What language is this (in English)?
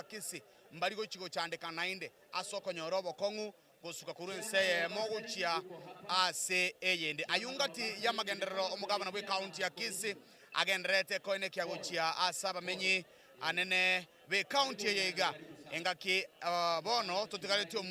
Gusii